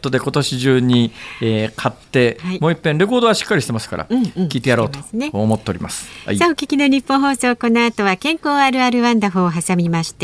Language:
Japanese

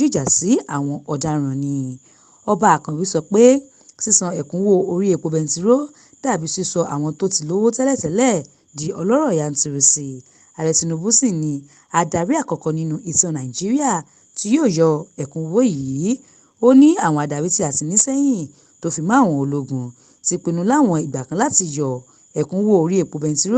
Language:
Yoruba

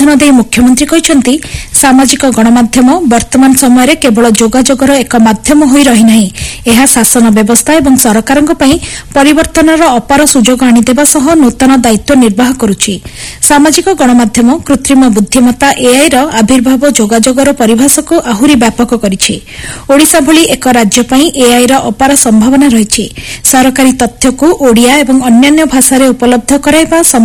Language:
Odia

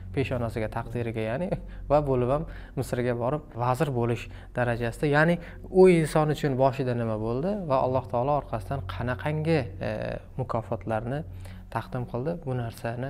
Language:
Uzbek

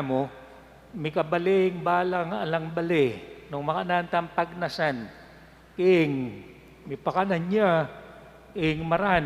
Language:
Pampanga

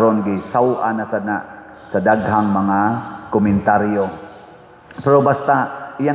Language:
Cebuano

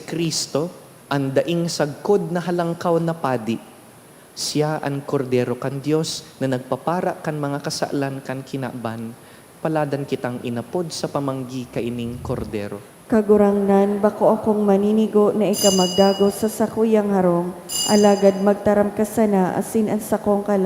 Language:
Bikol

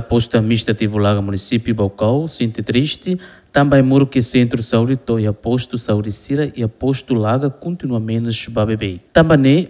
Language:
Tetum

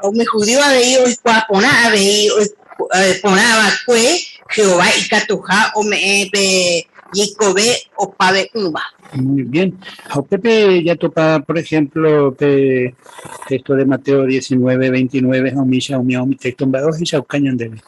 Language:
Guarani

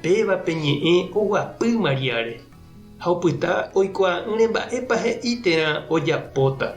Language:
Guarani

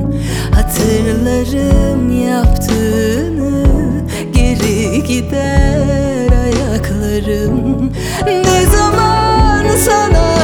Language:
Turkish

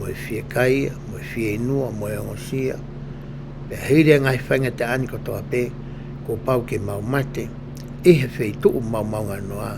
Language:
Tongan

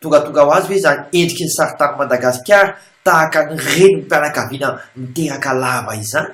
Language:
Malagasy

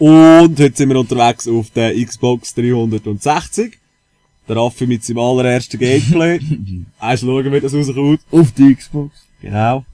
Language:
Swiss German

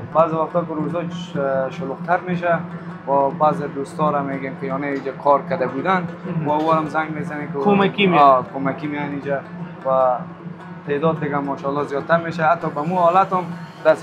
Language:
Persian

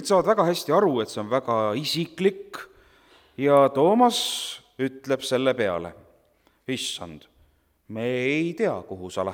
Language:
Estonian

